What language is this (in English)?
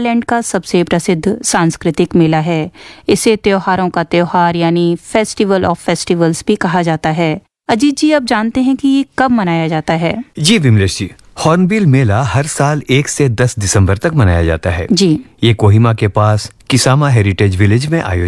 Hindi